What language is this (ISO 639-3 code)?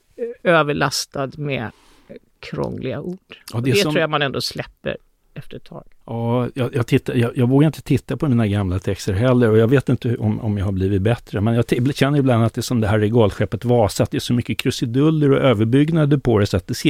swe